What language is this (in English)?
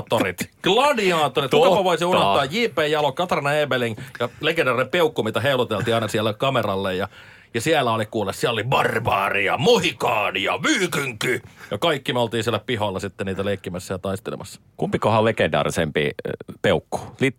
Finnish